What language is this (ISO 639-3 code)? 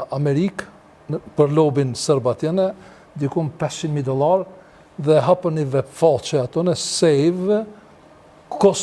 sqi